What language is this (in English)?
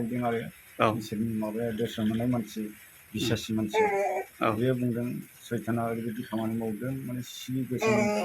Bodo